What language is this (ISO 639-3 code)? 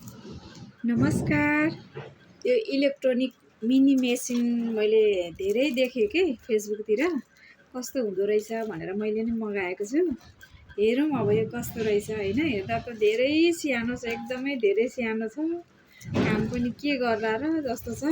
nep